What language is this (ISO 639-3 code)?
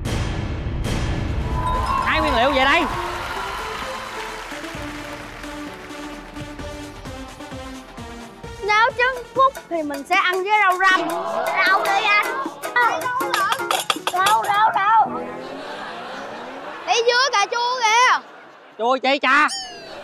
vie